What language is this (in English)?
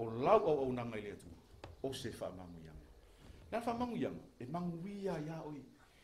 Samoan